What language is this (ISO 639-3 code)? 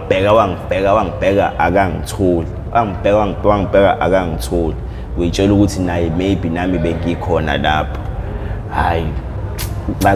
zul